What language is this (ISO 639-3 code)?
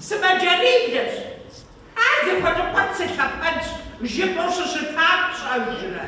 kbd